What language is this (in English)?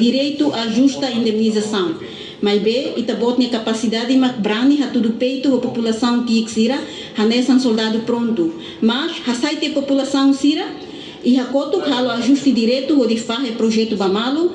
Tetum